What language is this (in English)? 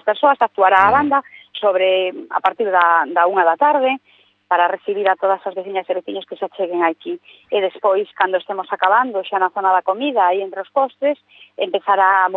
Galician